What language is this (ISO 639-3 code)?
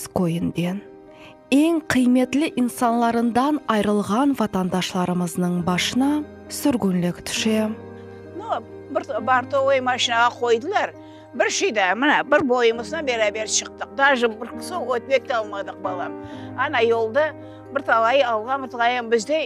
crh